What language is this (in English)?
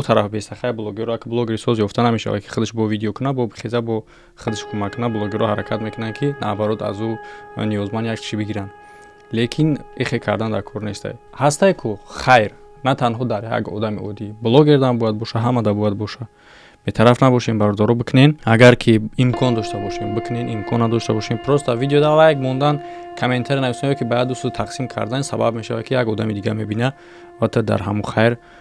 Tajik